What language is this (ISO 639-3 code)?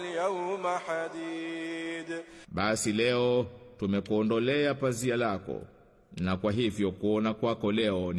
swa